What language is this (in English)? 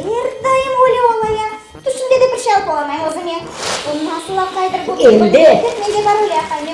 Crimean Tatar